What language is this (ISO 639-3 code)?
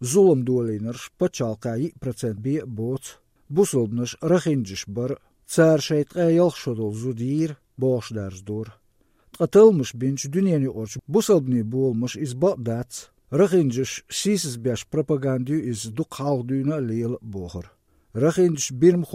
lav